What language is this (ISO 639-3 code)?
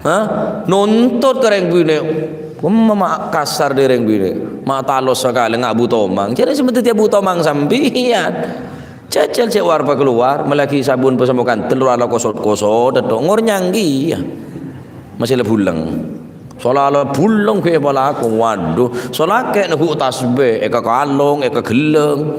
mad